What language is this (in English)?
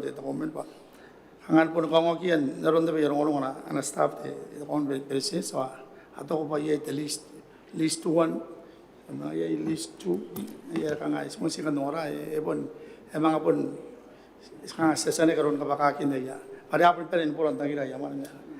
Gilbertese